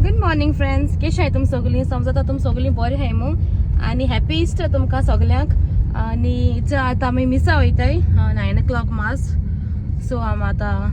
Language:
Konkani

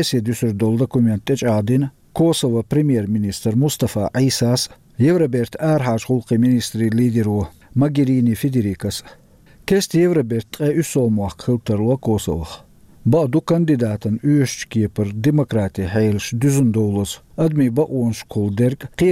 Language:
Chechen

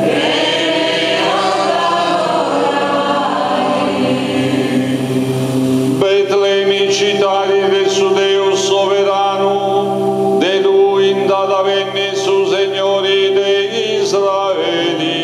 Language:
Sardinian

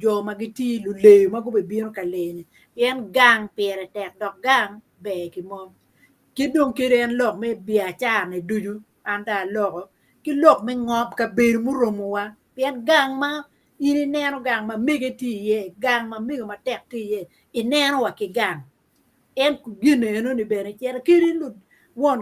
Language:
Acoli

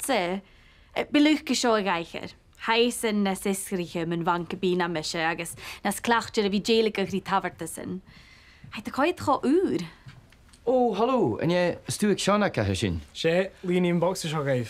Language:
Scottish Gaelic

